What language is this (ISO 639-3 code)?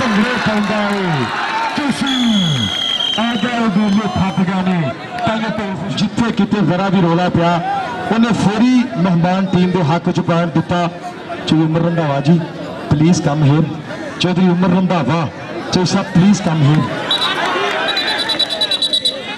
pan